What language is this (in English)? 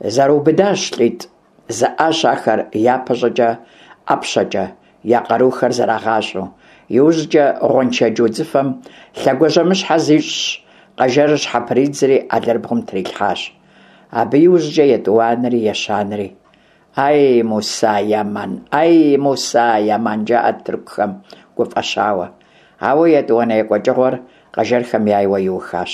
Kabardian